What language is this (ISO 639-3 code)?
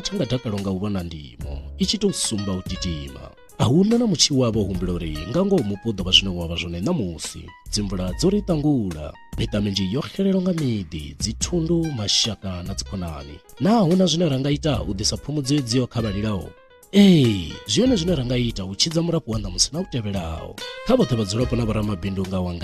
ven